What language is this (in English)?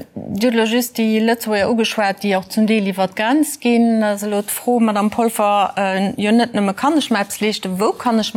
Luxembourgish